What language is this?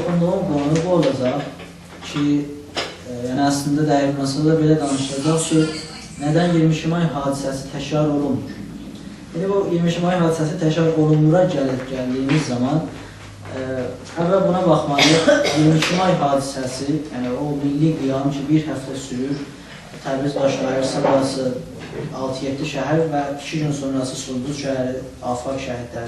South Azerbaijani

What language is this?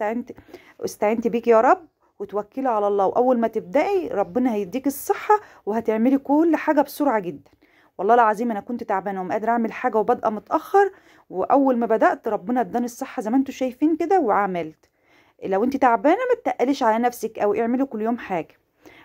Egyptian Arabic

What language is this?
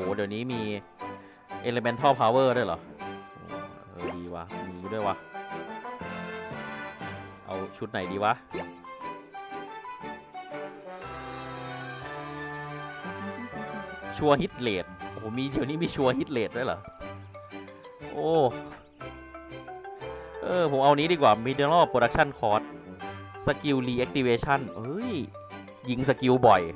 Thai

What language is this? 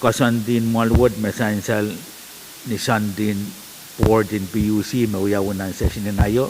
Pohnpeian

